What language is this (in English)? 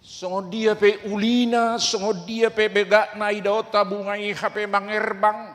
Batak Toba